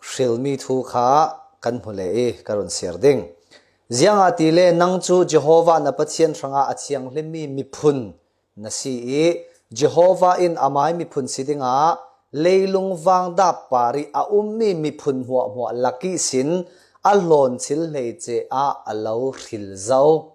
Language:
Falam Chin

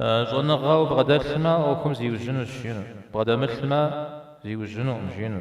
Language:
Kabardian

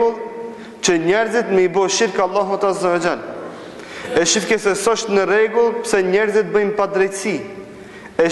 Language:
Albanian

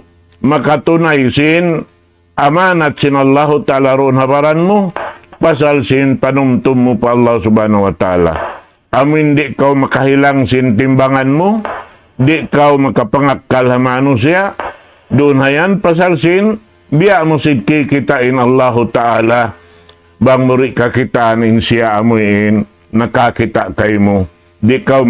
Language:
Tausug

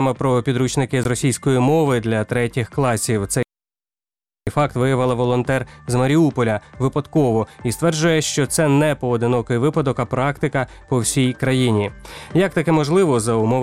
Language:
Ukrainian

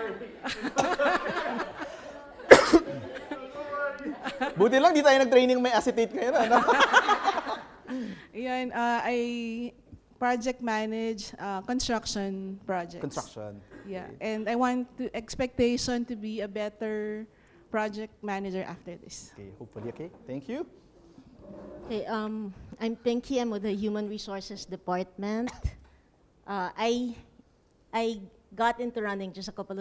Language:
Filipino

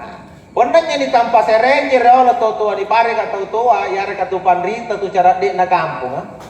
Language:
Makasar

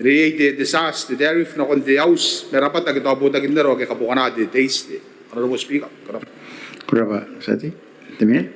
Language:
Gilbertese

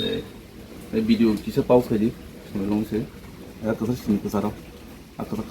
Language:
Kok Borok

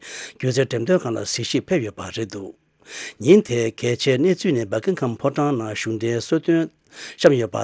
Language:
Tibetan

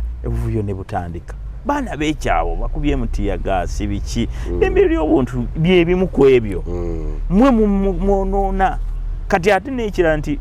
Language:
Ganda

